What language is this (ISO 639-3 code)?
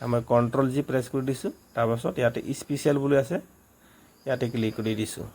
asm